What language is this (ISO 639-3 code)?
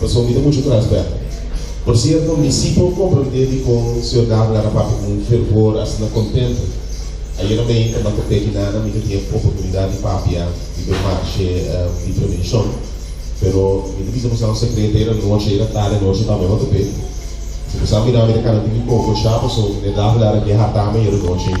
pap